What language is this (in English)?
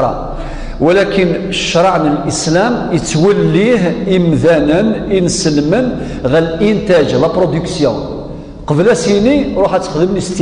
Kabyle